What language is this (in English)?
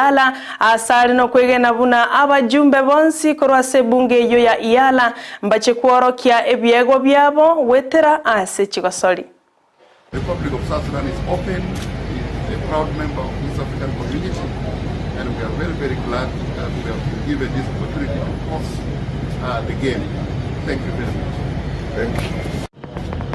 Gusii